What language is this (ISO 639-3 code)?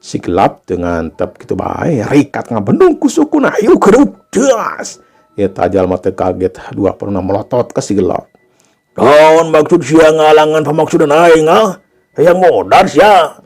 sun